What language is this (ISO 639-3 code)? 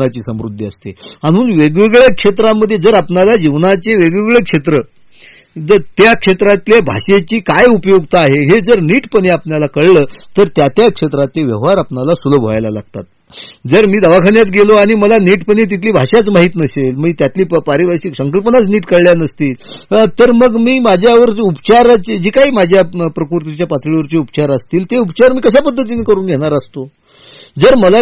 mar